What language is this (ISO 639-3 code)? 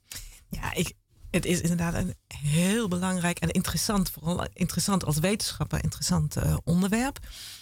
nld